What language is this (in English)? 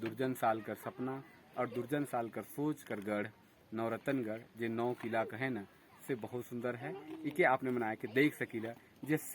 Sadri